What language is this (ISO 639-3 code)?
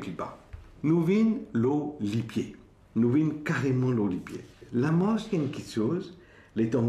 mfe